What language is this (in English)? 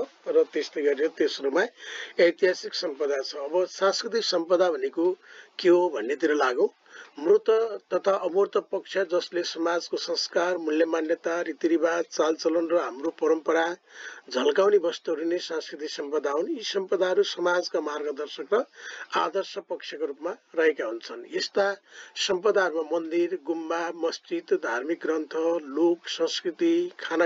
Nepali